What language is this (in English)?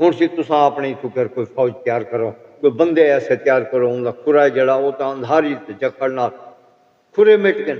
Saraiki